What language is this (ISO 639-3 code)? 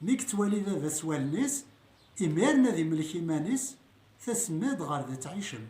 kab